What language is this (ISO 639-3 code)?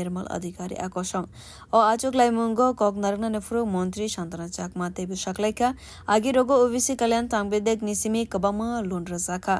trp